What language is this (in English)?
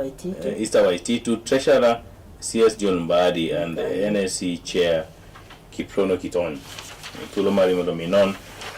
Luo (Kenya and Tanzania)